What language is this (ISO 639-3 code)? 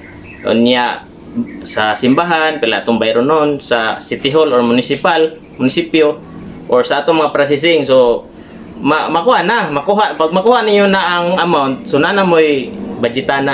ceb